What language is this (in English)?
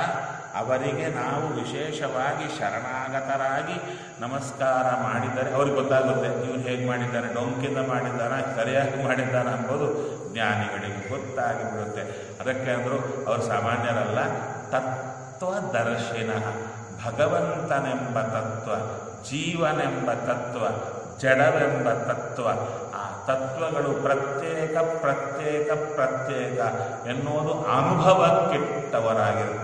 Kannada